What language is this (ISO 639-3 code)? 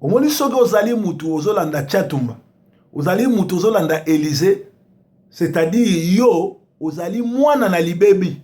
lin